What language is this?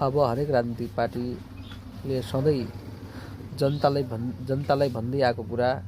Nepali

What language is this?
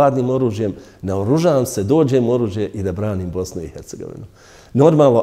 Bosnian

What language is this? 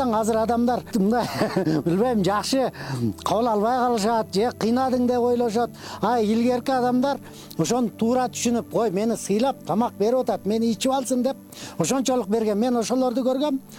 Kyrgyz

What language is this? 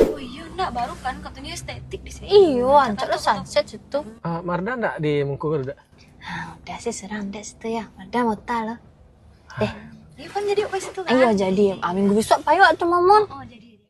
Minangkabau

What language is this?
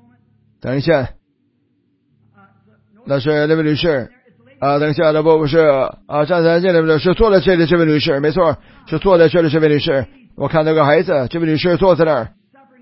Chinese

